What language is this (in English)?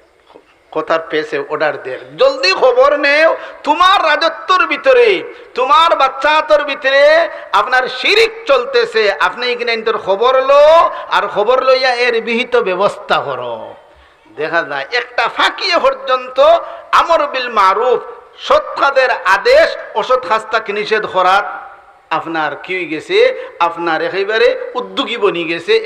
Sylheti